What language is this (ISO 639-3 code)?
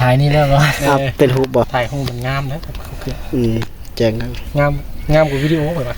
tts